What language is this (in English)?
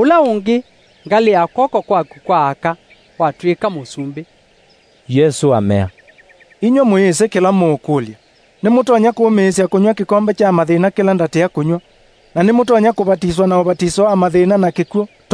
Kamba